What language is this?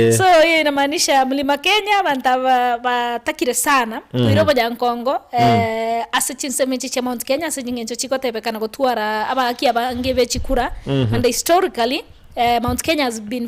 Gusii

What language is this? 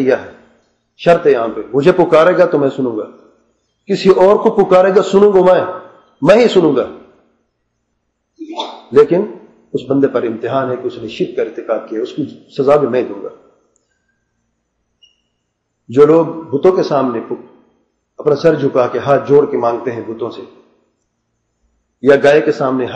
Urdu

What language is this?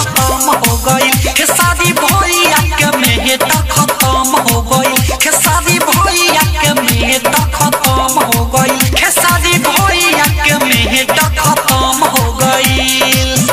Bhojpuri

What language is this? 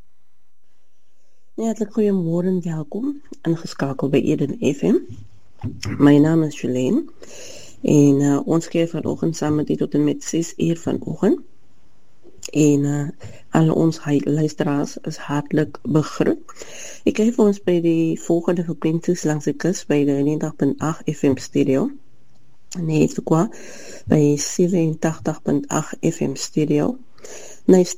Afrikaans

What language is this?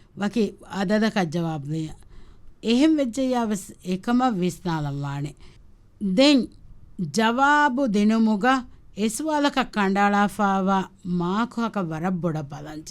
Divehi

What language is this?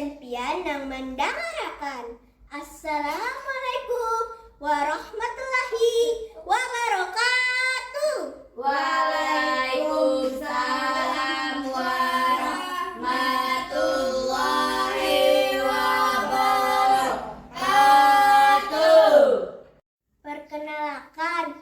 Banjar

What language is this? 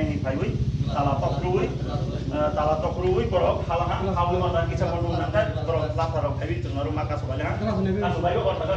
Riang (India)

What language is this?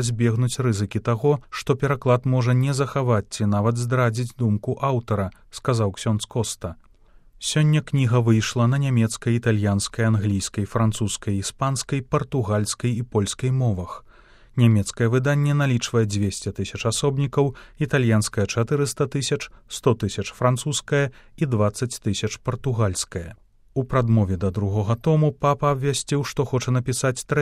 Belarusian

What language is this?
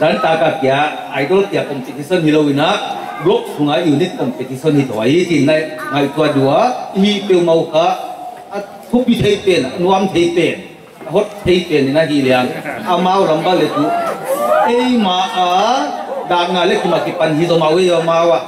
Paite Chin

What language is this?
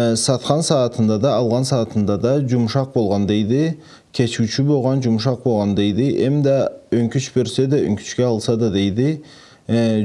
Karachay-Balkar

